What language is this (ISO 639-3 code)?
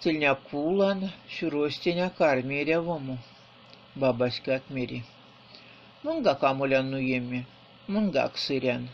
myv